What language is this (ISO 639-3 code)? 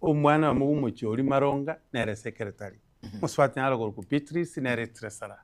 guz